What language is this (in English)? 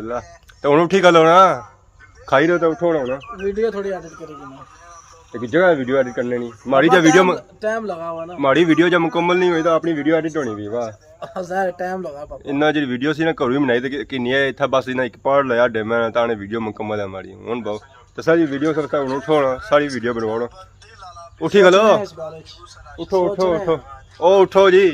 Pahari-Potwari